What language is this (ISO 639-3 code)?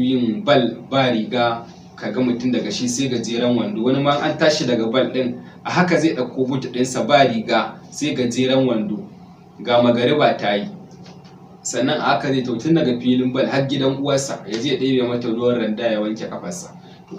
hau